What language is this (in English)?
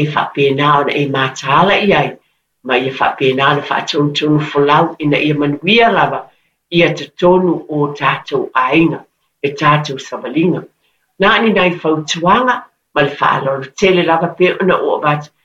Samoan